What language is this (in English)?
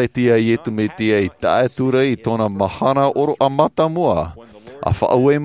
Tahitian